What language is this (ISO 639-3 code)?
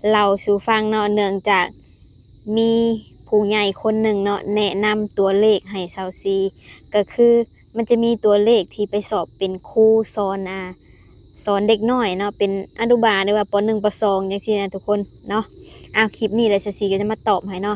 lao